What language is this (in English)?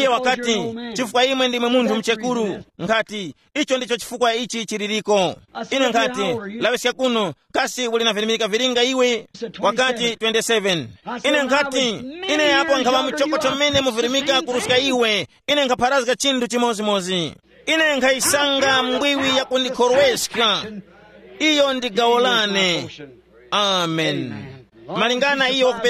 Tumbuka